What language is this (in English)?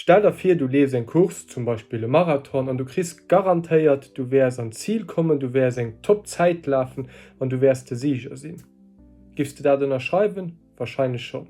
Luxembourgish